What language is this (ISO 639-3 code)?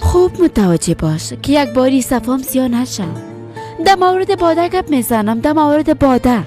fas